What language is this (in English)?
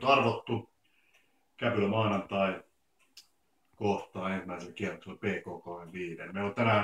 Finnish